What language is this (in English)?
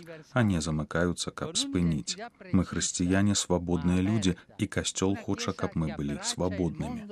Belarusian